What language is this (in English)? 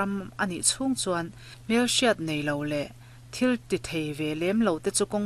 Mizo